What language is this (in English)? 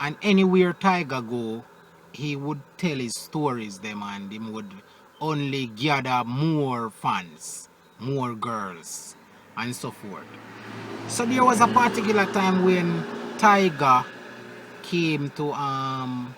Jamaican Creole English